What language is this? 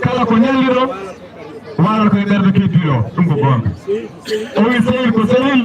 Fula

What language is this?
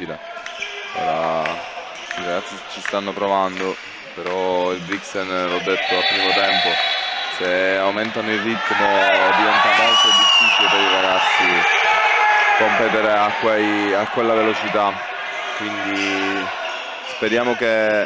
Italian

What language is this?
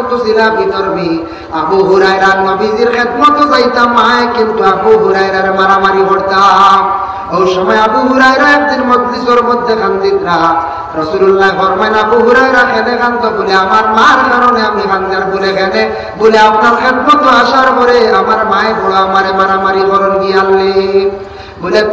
Sylheti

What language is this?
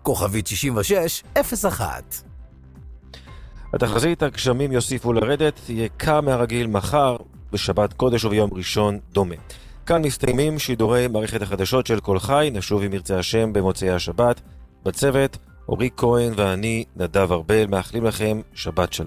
Hebrew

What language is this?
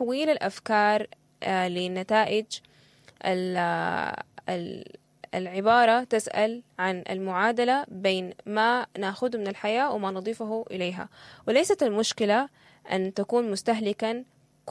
Sudanese Arabic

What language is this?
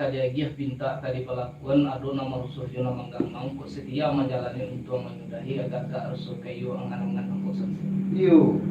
Minangkabau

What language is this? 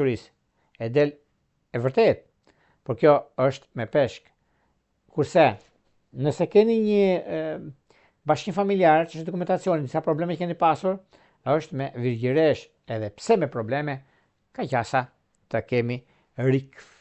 Albanian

